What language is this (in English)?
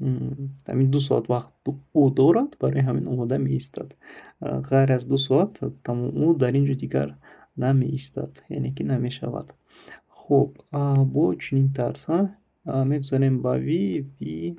Tajik